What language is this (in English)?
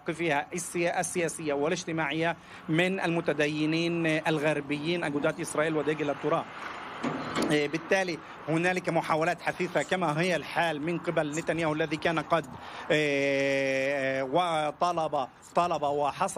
Arabic